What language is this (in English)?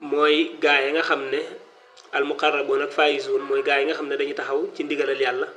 Wolof